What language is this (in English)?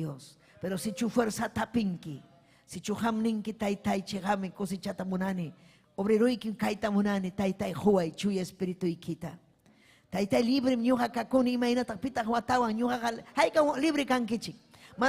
Ayacucho Quechua